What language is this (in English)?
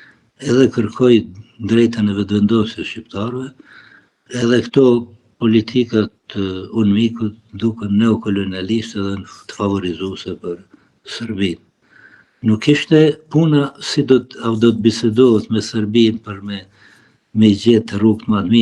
Albanian